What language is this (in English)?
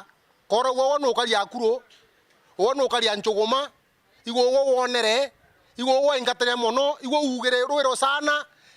Meru